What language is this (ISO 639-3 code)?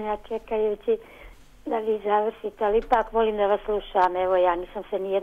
bos